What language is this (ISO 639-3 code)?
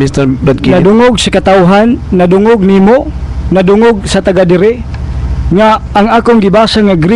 ceb